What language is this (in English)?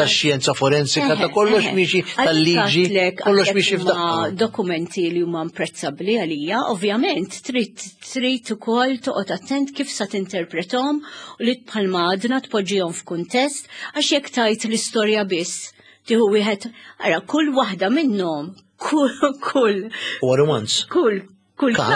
Maltese